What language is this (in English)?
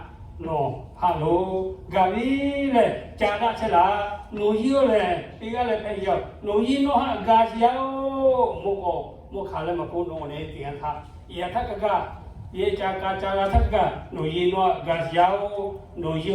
Lahu